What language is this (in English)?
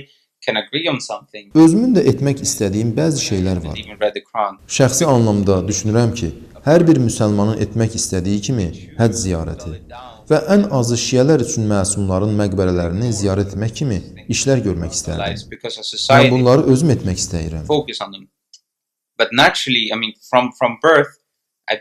Azerbaijani